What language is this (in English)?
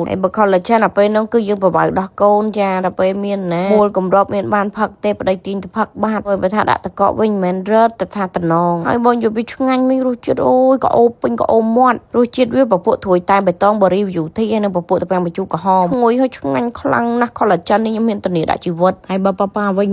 Khmer